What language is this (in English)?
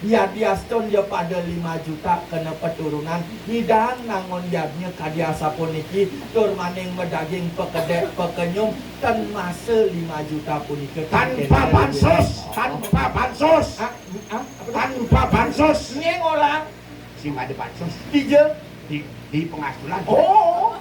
Balinese